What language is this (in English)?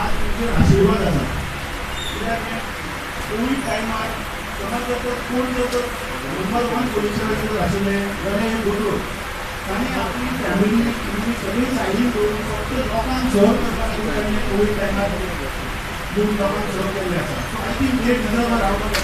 Konkani